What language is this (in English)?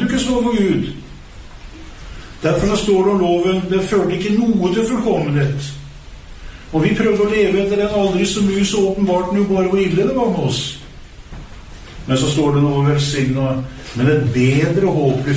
Norwegian